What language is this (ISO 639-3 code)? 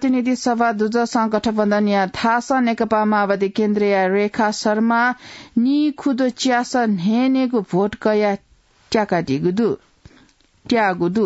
new